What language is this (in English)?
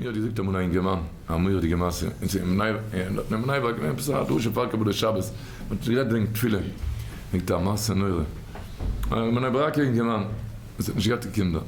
Yiddish